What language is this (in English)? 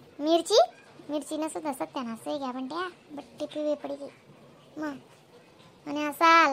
Khandesi